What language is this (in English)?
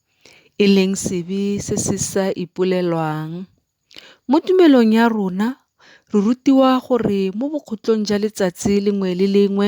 Tswana